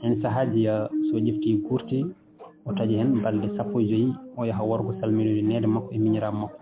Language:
Fula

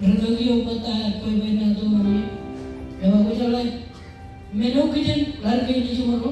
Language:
Marshallese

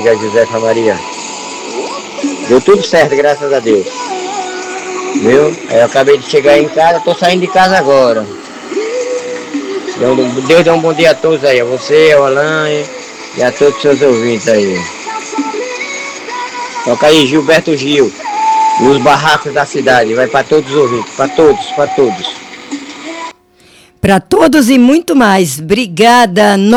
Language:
Portuguese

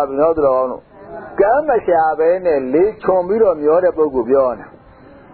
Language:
Burmese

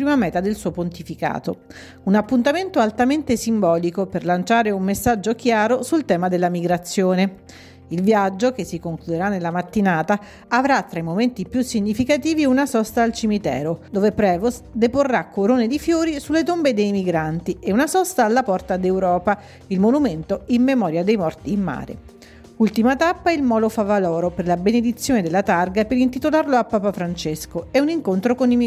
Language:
Italian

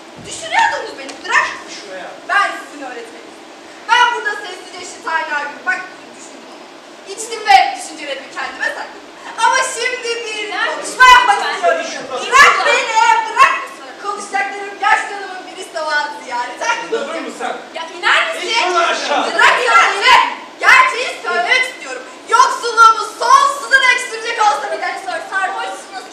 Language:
Turkish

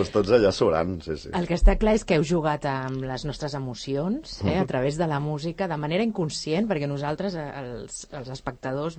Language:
Catalan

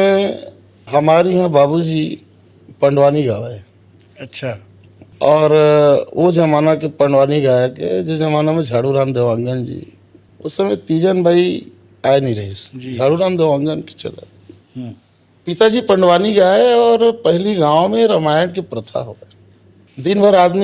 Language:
Chhattisgarhi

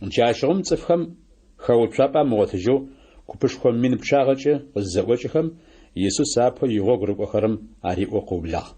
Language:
Adyghe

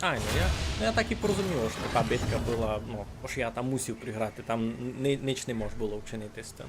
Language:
Rusyn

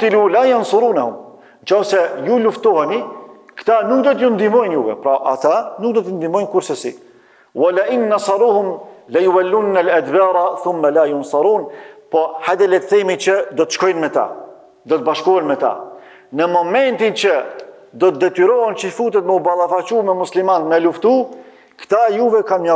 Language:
Albanian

